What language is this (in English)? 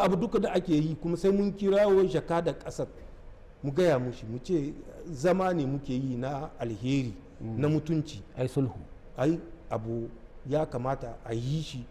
Hausa